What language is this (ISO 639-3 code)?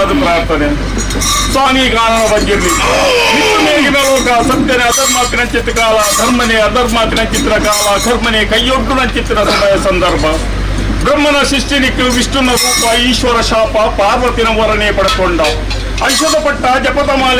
tcy